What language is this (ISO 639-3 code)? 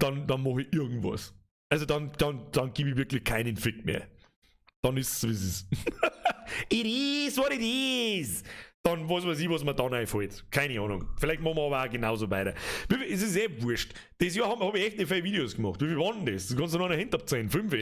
bar